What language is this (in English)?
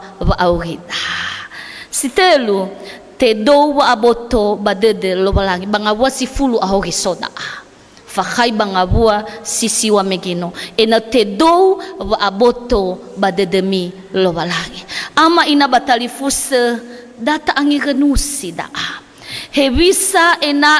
Nias